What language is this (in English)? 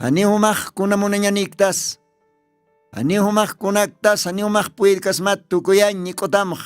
Aymara